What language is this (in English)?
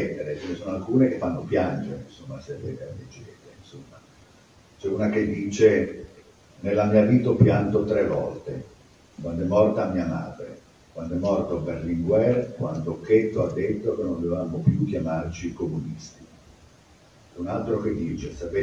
Italian